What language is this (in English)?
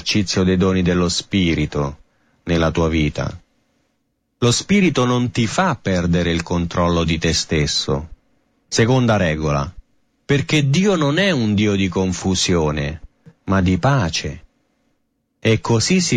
Italian